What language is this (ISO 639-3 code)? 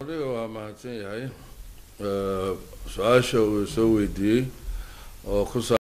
som